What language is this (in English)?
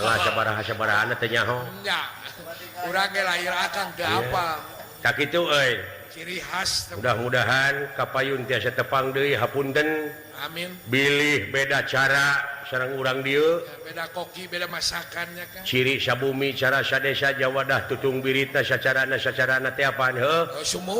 Sundanese